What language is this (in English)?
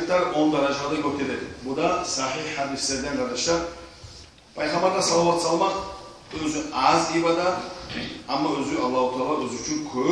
Kumyk